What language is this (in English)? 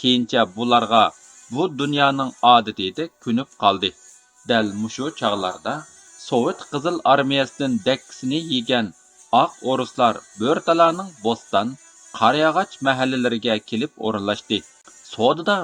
Uyghur